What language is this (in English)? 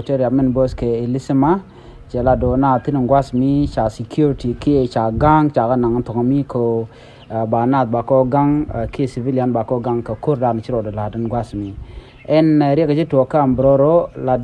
Nuer